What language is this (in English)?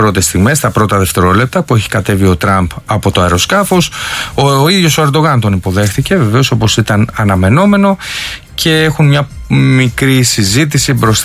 Greek